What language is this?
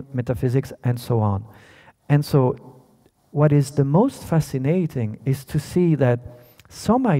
English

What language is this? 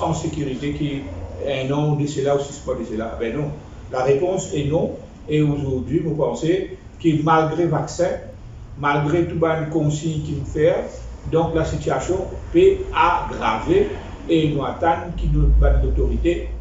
Morisyen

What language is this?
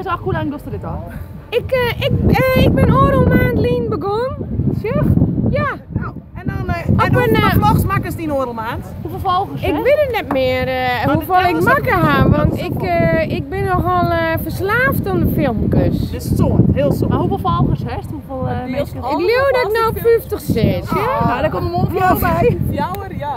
Western Frisian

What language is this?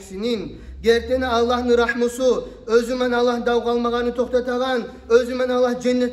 Kumyk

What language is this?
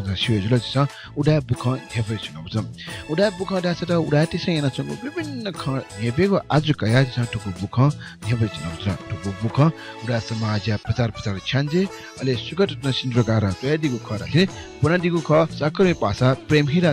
Newari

